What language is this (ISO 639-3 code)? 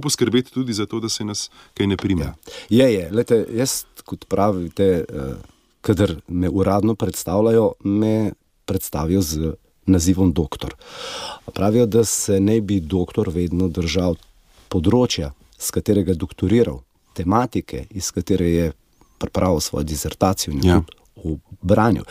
slv